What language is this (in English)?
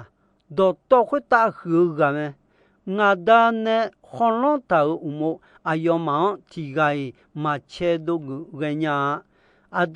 Akha